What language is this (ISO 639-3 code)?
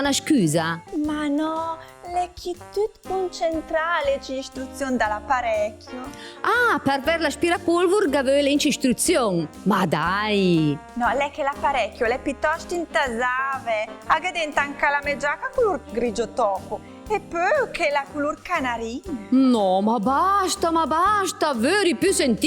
lmo